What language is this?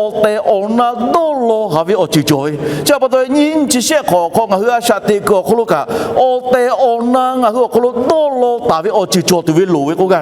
Lahu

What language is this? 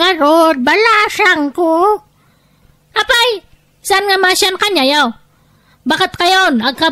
Iloko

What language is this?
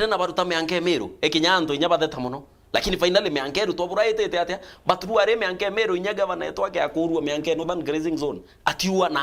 Meru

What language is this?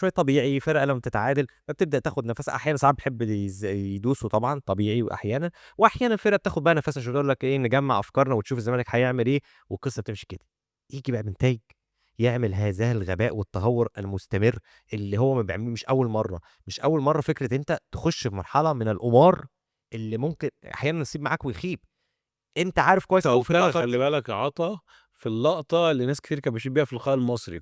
Egyptian Arabic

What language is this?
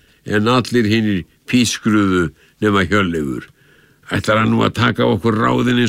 Icelandic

